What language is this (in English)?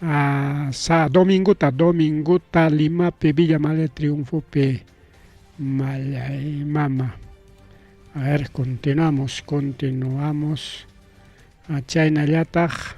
Ayacucho Quechua